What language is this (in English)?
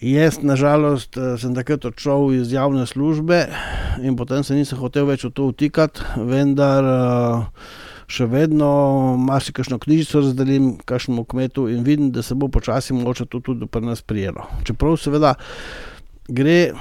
Slovenian